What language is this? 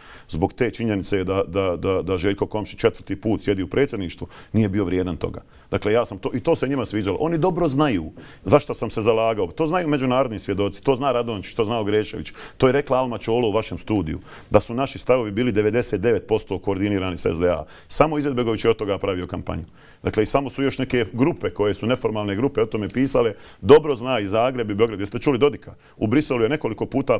Bosnian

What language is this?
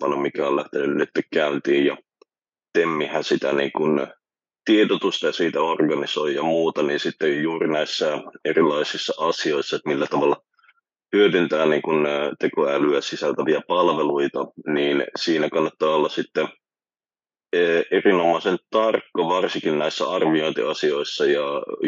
Finnish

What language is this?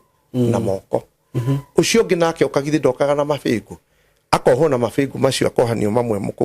Kikuyu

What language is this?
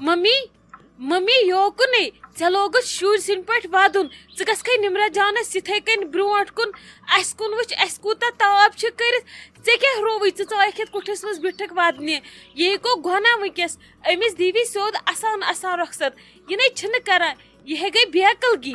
Kashmiri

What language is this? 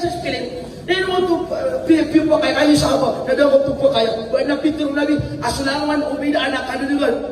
Maranao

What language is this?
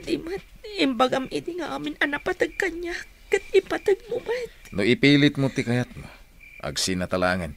Iloko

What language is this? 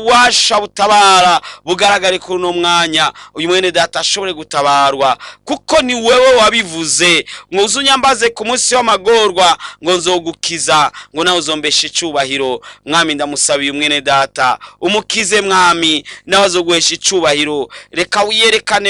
Rundi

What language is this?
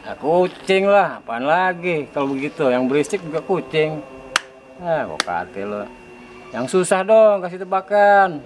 Betawi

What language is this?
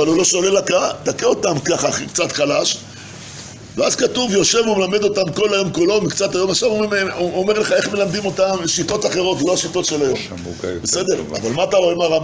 Hebrew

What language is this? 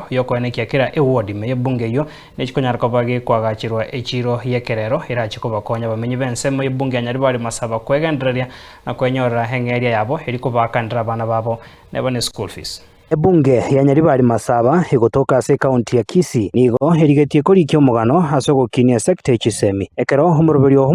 Gusii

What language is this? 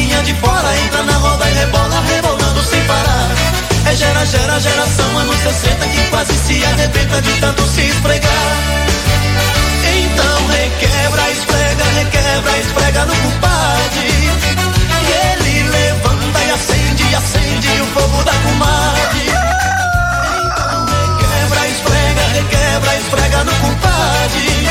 Portuguese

